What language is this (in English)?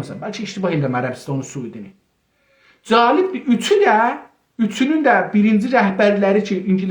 South Azerbaijani